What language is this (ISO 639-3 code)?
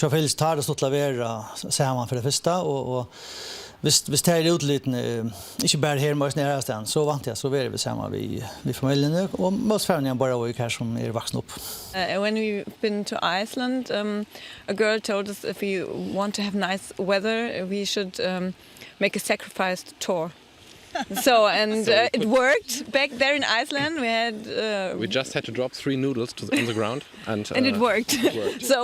fao